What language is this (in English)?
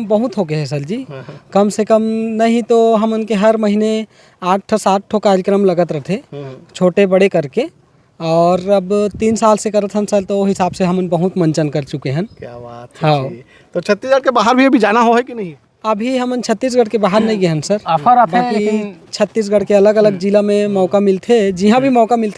Chhattisgarhi